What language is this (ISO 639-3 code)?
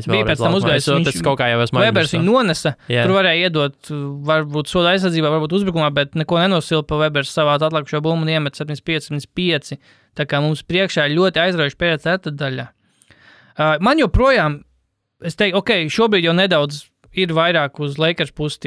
lav